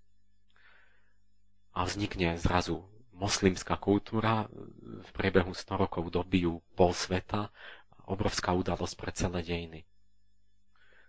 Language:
Slovak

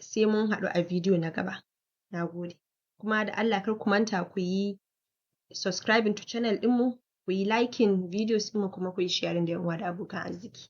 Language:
Hausa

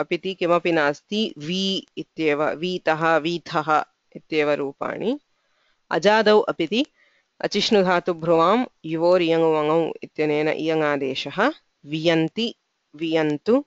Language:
Sanskrit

